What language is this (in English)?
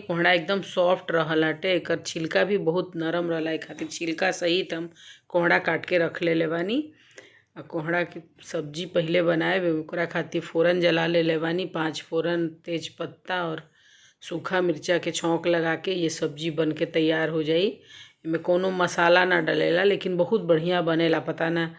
Bhojpuri